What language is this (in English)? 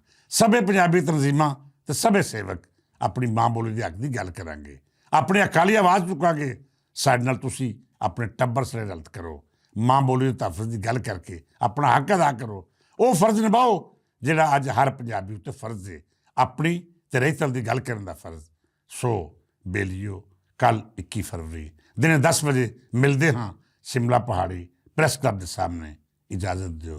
Western Panjabi